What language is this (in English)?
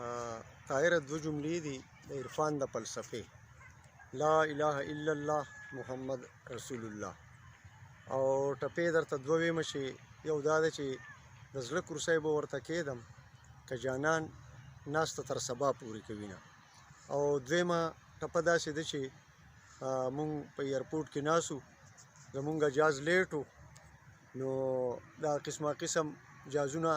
Pashto